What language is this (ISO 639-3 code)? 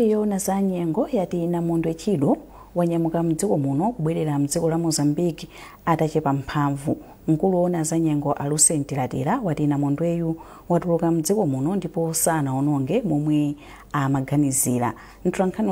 nya